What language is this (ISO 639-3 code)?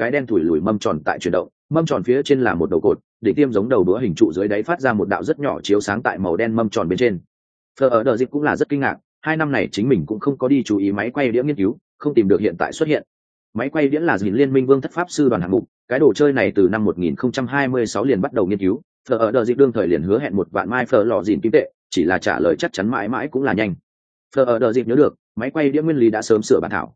vie